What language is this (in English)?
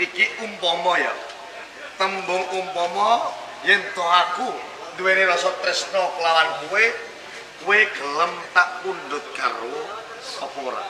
Javanese